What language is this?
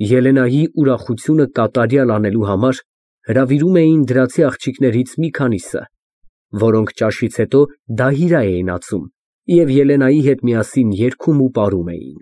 Armenian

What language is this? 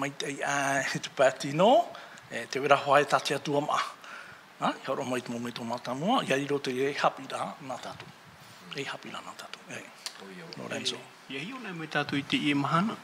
Tahitian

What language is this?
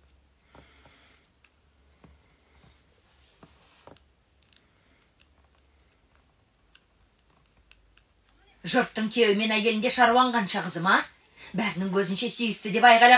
Kazakh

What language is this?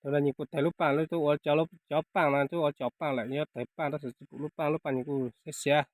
Hmong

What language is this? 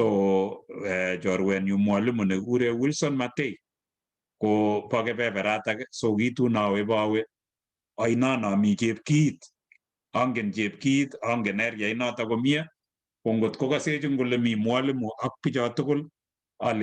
Kalenjin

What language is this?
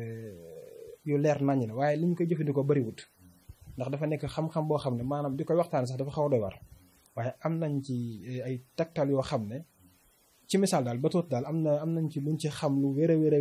Wolof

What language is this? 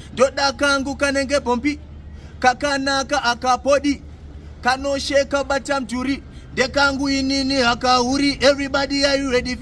Shona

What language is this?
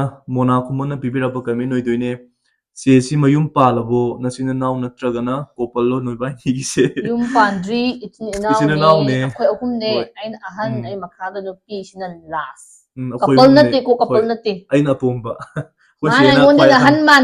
Manipuri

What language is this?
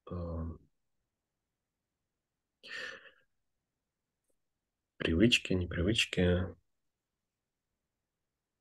Russian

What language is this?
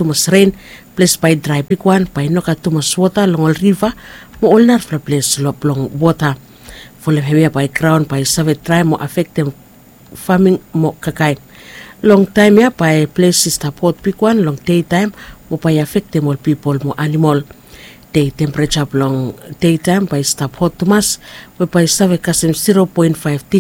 Bislama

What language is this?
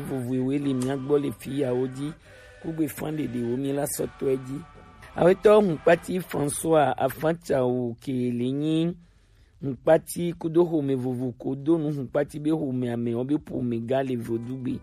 Gen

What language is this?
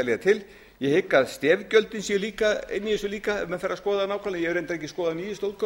Icelandic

